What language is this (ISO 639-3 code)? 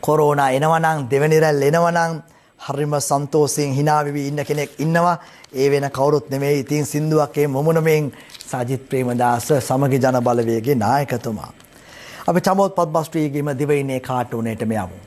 sin